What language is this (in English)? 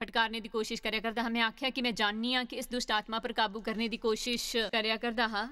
Dogri